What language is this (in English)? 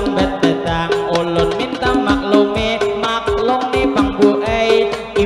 Banjar